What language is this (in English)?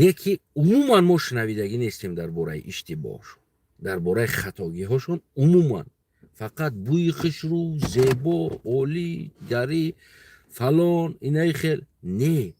Tajik